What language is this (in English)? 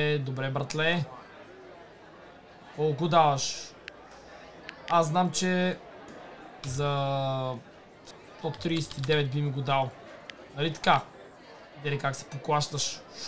Bulgarian